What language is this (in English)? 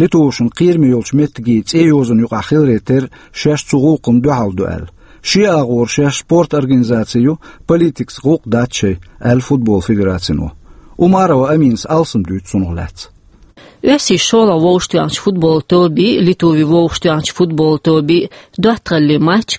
Chechen